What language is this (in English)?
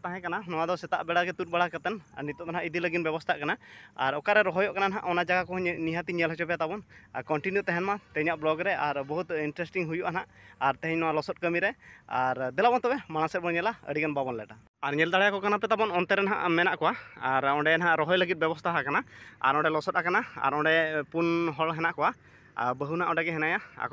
Santali